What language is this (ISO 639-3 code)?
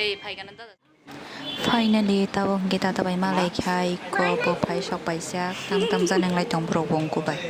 trp